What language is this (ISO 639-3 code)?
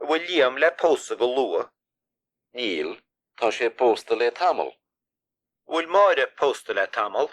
gle